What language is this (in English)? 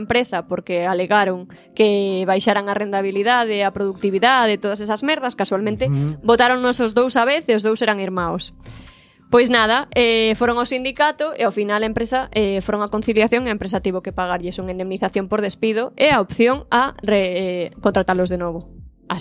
Galician